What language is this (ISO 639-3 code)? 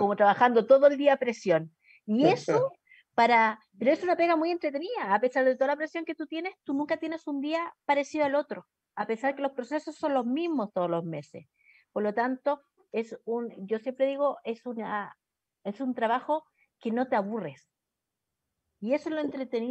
spa